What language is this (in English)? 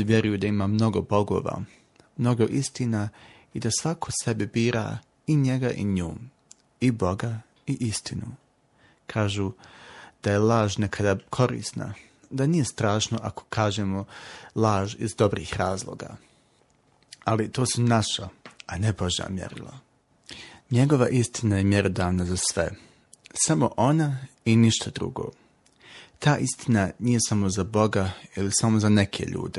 Bosnian